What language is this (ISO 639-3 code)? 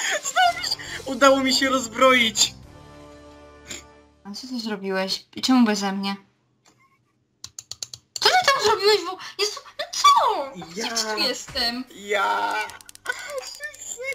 pol